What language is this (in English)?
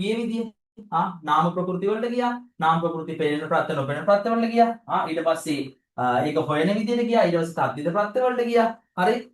Sinhala